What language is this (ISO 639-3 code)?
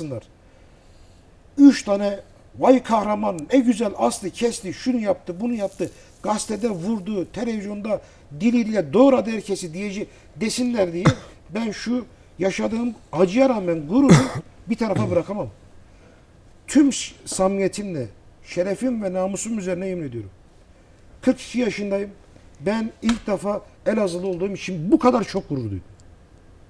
tur